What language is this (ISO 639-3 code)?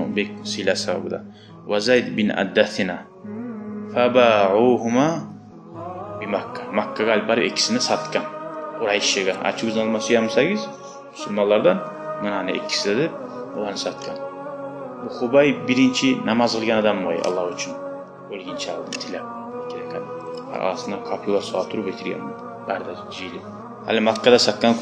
kum